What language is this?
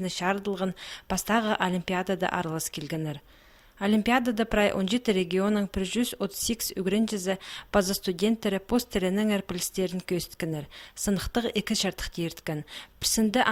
Khakas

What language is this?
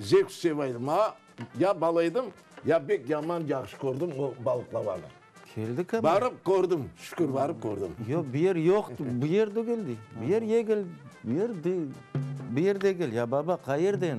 Crimean Tatar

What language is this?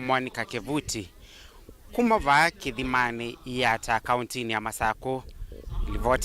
Kamba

